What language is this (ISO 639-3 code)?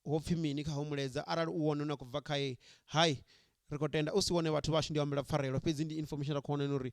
ven